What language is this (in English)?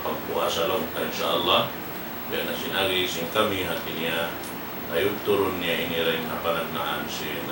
Tausug